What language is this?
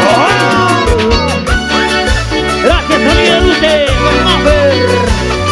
Spanish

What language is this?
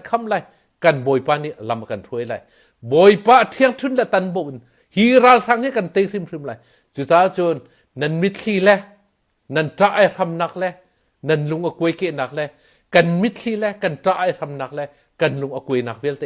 Hakha Chin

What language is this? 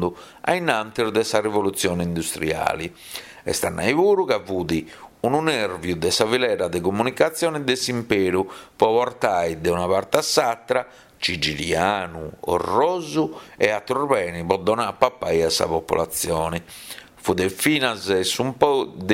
Sardinian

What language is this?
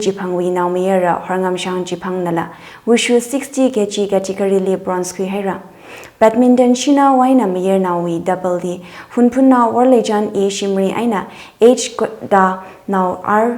Tangkhul Naga (India)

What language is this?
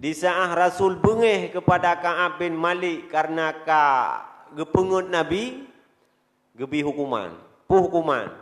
Achinese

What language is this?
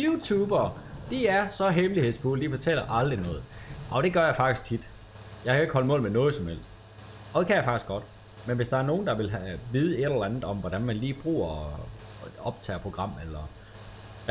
Danish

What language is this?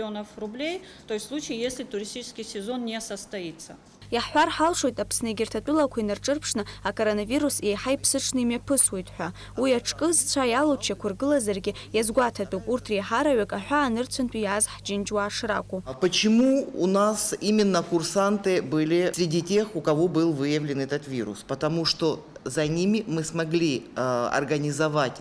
Abkhazian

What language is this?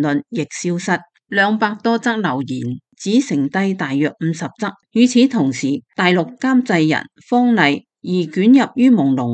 Cantonese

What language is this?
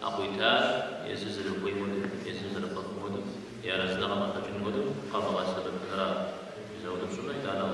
Kabardian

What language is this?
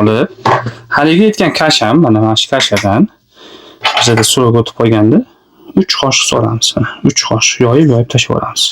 Uzbek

